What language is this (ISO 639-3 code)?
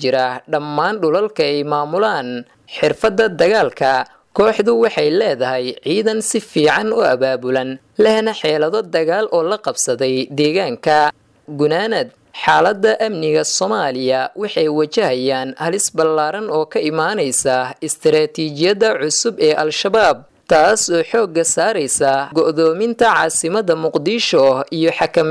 som